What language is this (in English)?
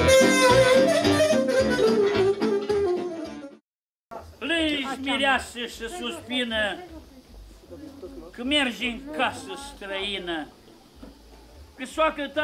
Romanian